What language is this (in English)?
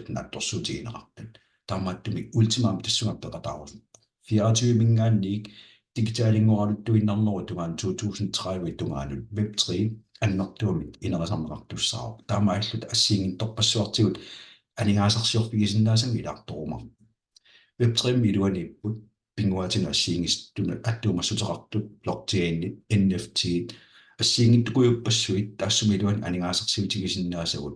Kalaallisut